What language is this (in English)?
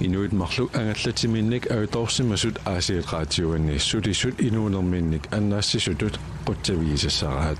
Kalaallisut